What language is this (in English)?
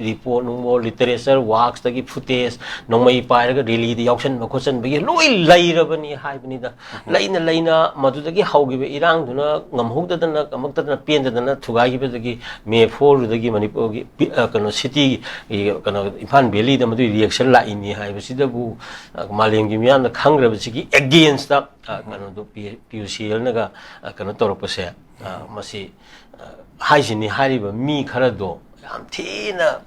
Manipuri